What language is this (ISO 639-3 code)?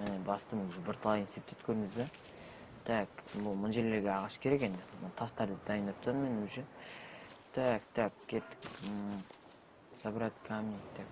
kaz